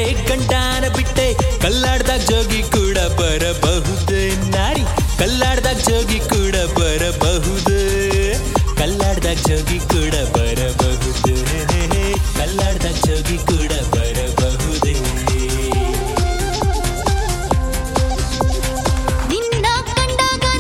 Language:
Kannada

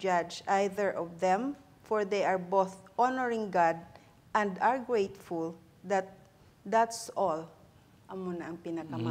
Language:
Hiligaynon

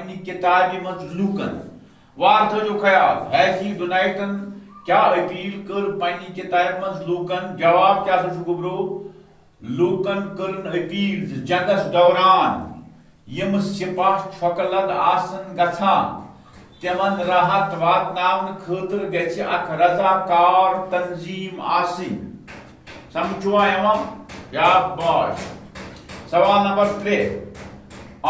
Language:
Kashmiri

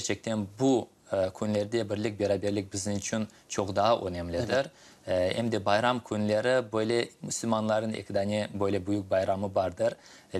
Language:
Crimean Tatar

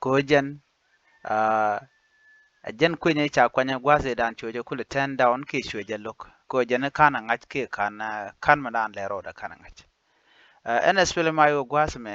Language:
Nuer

